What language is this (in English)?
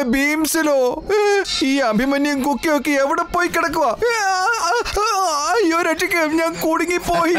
Malayalam